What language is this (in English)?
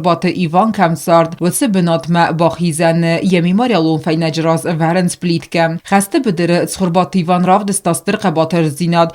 Ossetic